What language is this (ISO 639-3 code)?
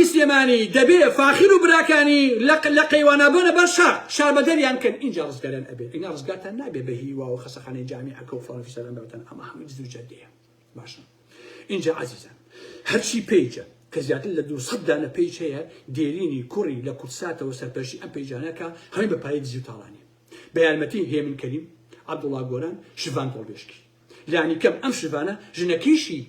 ckb